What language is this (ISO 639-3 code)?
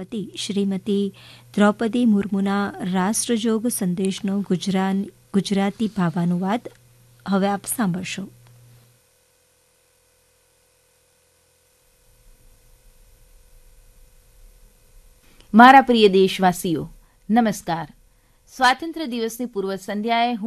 guj